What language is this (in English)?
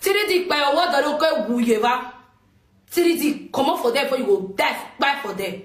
Nigerian Pidgin